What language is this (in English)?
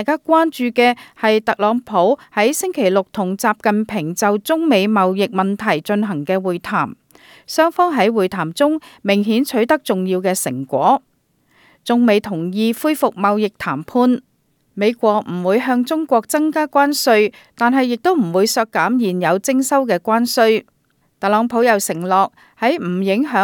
Cantonese